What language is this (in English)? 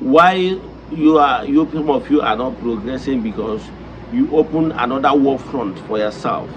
Igbo